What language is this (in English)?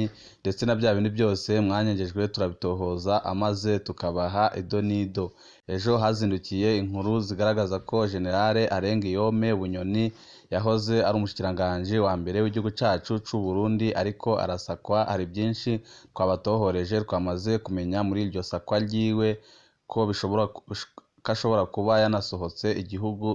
Rundi